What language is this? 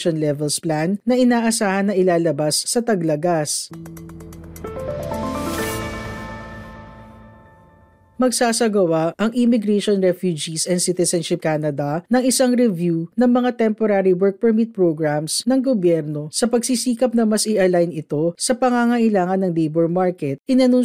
Filipino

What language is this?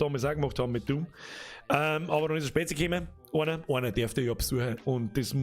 Bavarian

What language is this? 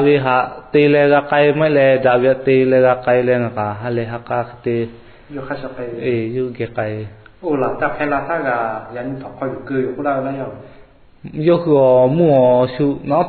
Lahu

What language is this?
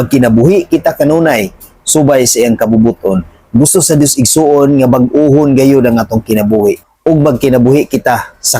Cebuano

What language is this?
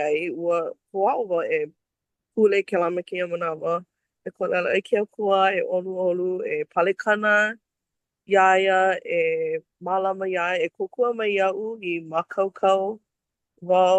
Hawaiian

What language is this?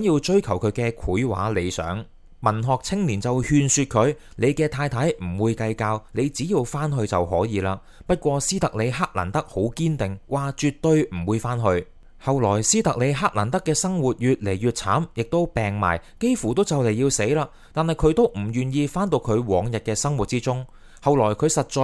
Cantonese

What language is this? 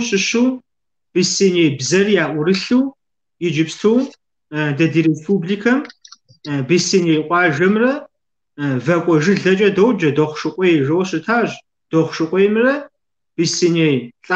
Kabardian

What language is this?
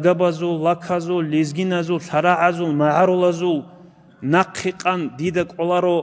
Avaric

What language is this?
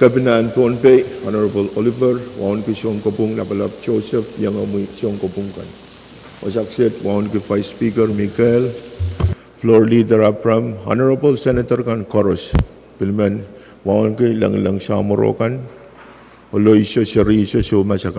Pohnpeian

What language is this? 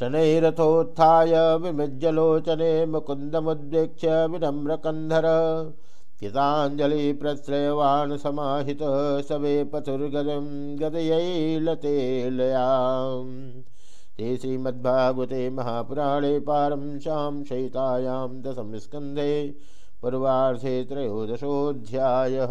Sanskrit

